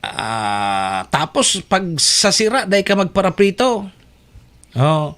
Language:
Bikol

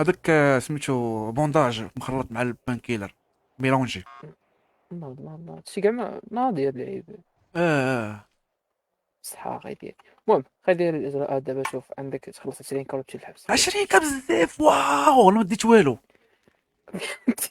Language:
Moroccan Arabic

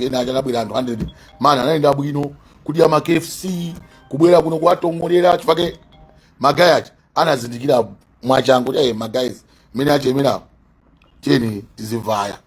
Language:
Nyanja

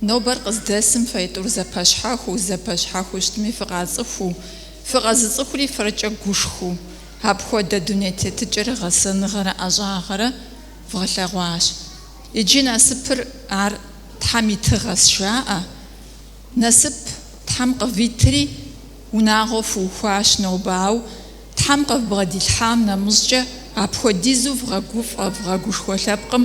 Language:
Kabardian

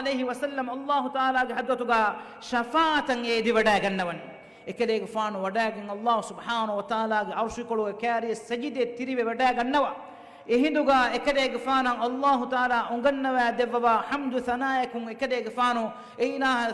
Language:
Divehi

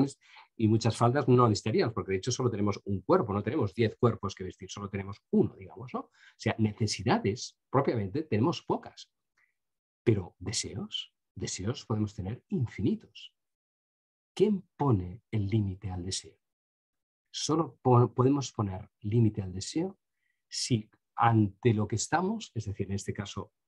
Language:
Spanish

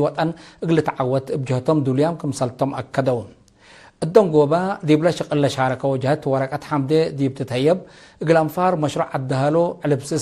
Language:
Tigre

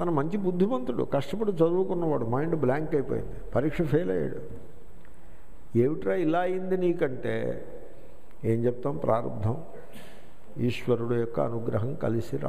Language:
Telugu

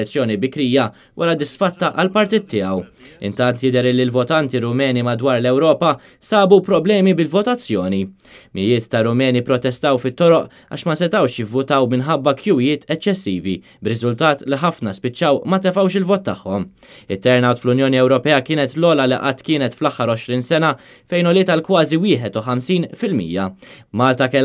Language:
Maltese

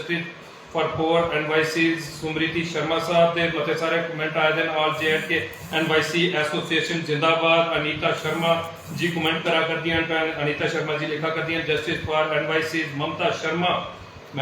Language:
Dogri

